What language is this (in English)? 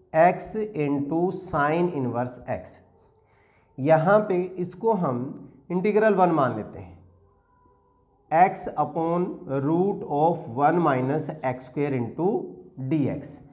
Hindi